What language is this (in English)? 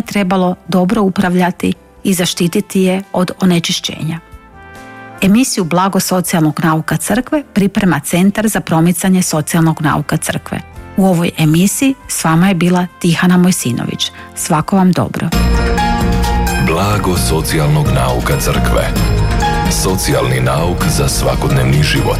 Croatian